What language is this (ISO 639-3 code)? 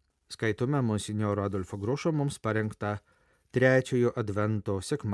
lit